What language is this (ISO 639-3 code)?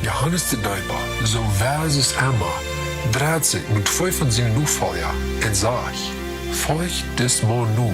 pdt